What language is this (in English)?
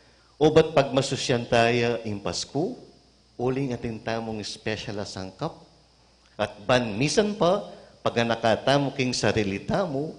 Pampanga